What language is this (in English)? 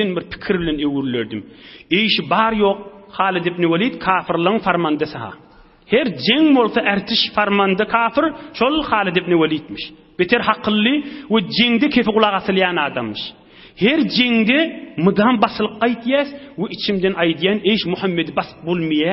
Turkmen